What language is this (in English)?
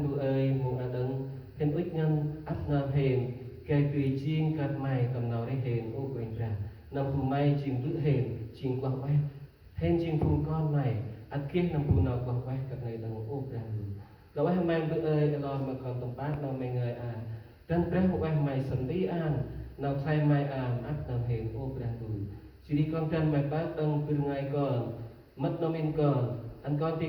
Central Mnong